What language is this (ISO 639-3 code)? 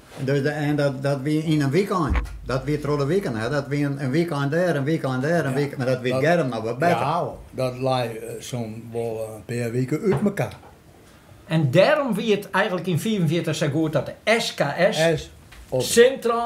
fry